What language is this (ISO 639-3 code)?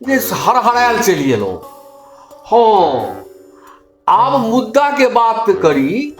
mai